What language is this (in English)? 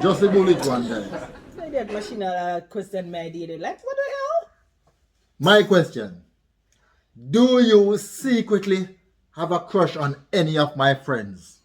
Jamaican Creole English